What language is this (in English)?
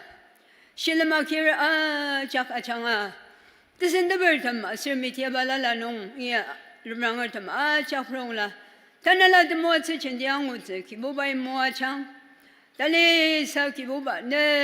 Ao Naga